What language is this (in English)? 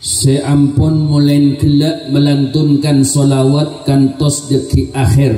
Madurese